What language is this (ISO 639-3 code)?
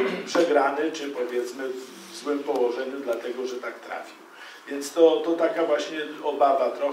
pol